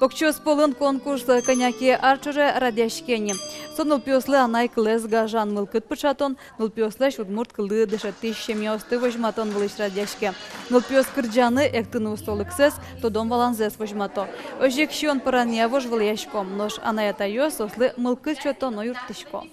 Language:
Udmurt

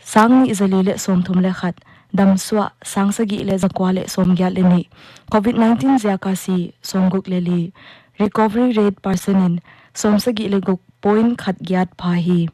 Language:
Paite Chin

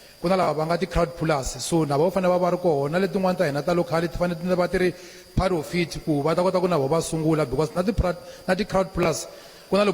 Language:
Tsonga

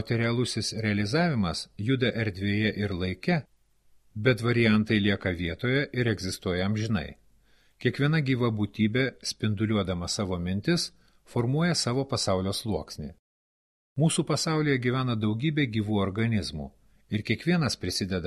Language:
Lithuanian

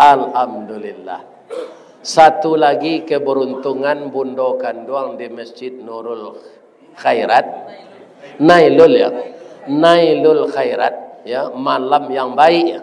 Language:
Minangkabau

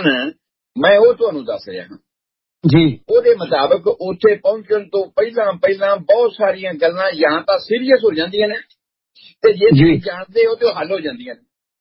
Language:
Punjabi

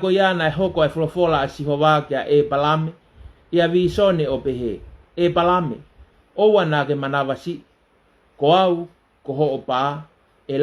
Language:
Tongan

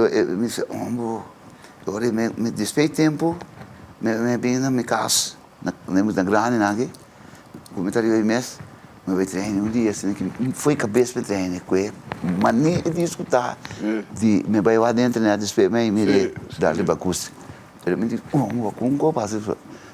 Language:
Papiamento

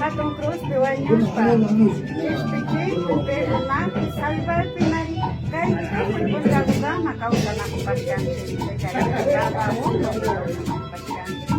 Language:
Imbabura Highland Quichua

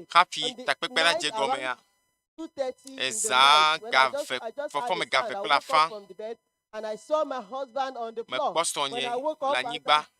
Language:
Ewe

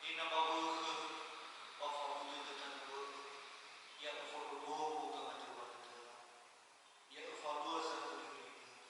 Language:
Nias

